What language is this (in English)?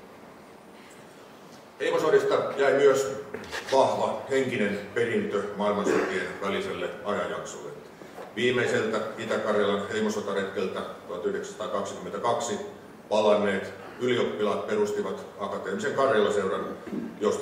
Finnish